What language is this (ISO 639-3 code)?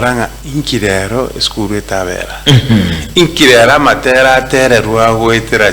guz